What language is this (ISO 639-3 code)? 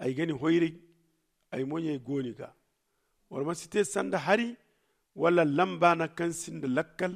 dje